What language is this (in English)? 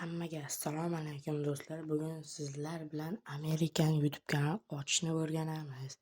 Uzbek